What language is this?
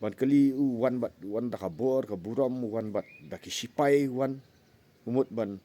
Khasi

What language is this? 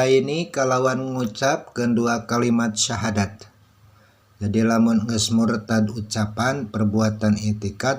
Sundanese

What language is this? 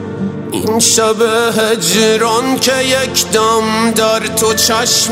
Persian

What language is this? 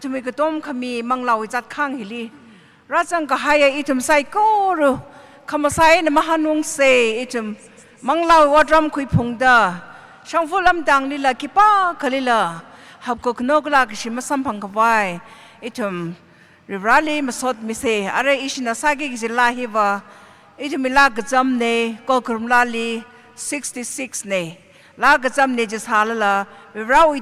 Tangkhul Naga (India)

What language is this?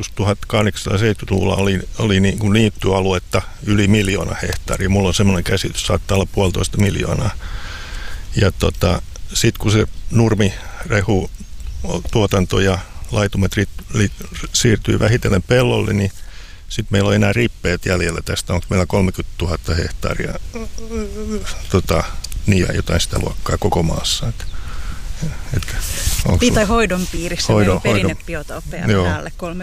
Finnish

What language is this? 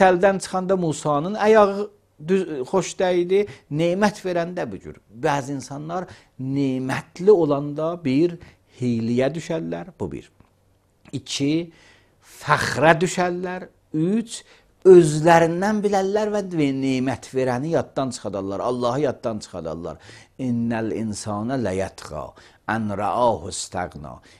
Azerbaijani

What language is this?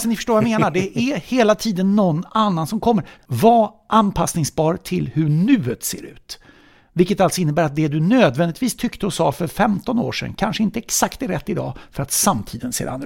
Swedish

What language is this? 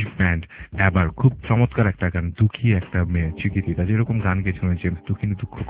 Bangla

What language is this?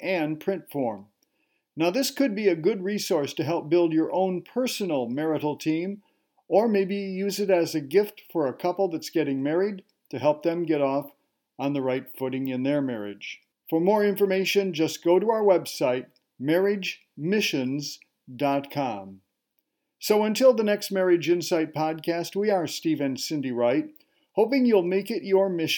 English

